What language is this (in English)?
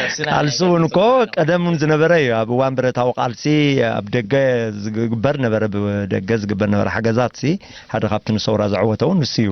Tigrinya